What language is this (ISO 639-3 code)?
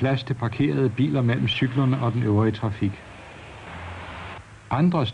dan